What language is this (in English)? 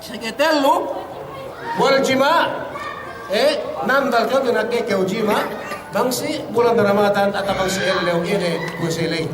Yakan